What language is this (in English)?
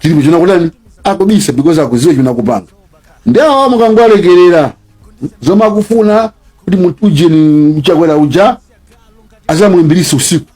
Nyanja